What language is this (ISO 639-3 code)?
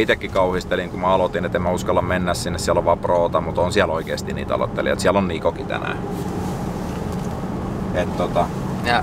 fin